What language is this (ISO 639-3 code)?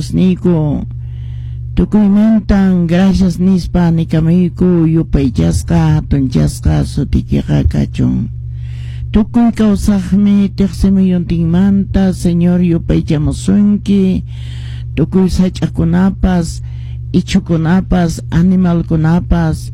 que